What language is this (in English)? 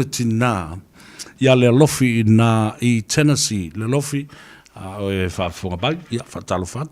Samoan